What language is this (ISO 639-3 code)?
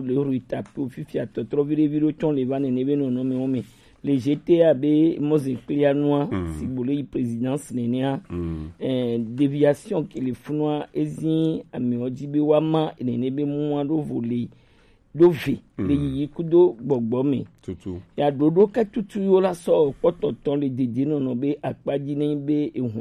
gej